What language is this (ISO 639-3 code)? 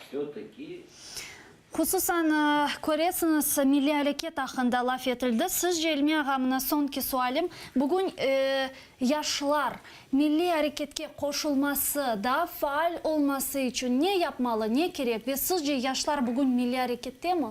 crh